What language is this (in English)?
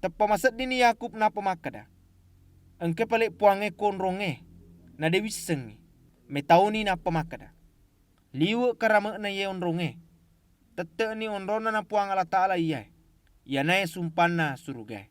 Buginese